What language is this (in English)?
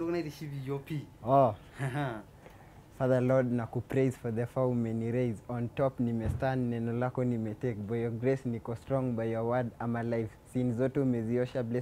Masai